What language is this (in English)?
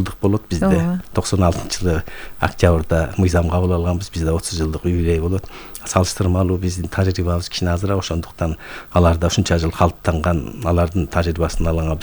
Kyrgyz